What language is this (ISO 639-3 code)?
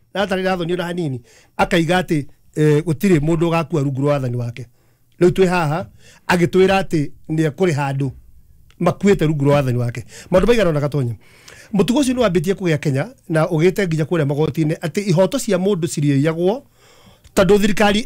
kik